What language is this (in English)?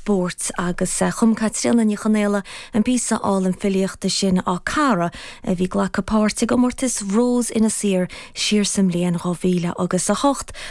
Irish